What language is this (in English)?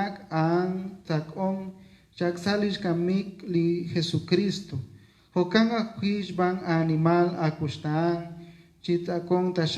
Kekchí